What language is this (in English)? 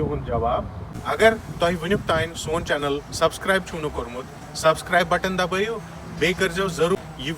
Kashmiri